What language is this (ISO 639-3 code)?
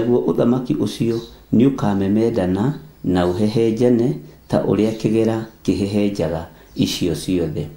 kik